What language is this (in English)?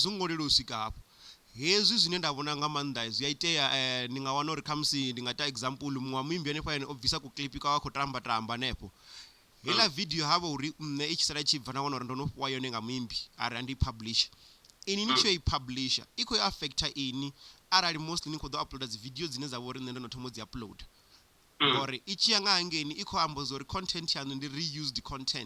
Venda